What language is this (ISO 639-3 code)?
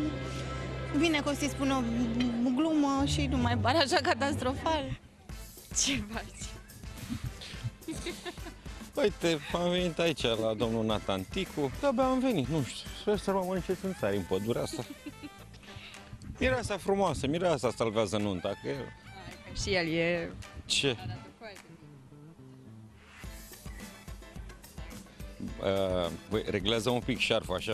ron